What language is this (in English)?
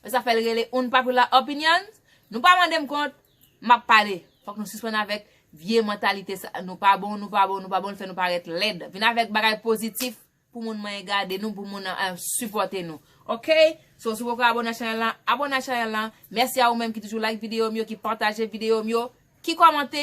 Haitian Creole